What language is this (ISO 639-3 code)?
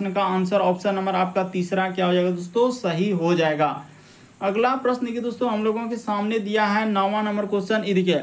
hin